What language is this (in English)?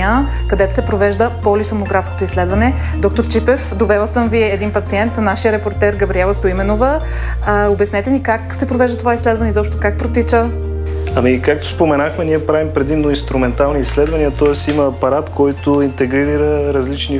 Bulgarian